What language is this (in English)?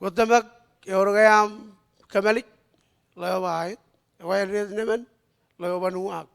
Marshallese